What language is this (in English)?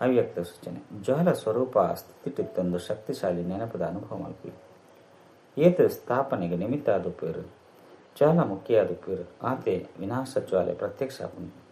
Tulu